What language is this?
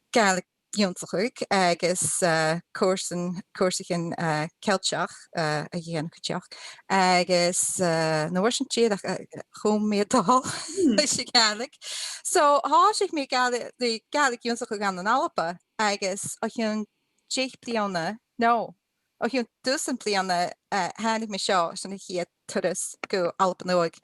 Scottish Gaelic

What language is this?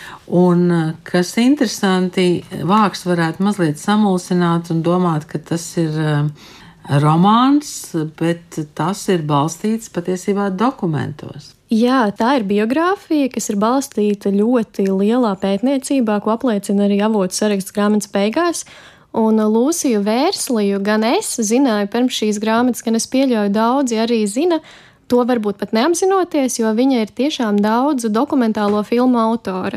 Latvian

